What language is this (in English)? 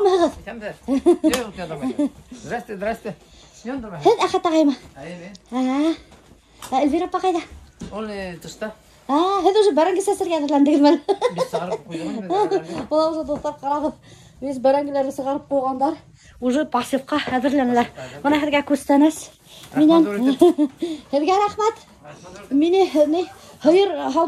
Bashkir